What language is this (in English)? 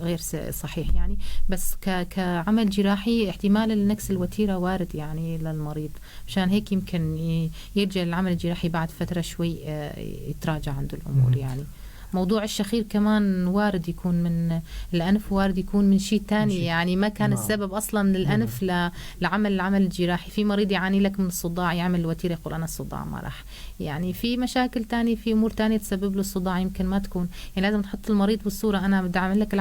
North Levantine Arabic